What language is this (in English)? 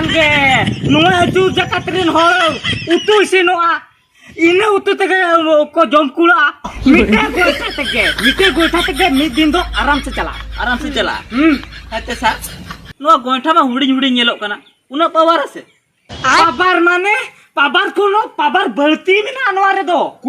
Santali